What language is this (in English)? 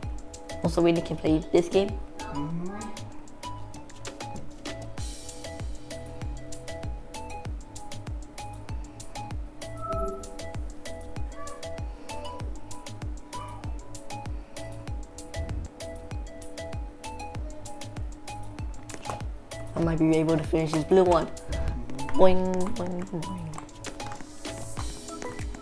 English